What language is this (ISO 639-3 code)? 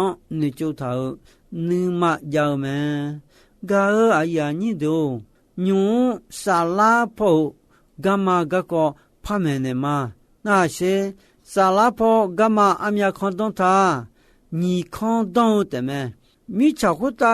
ahk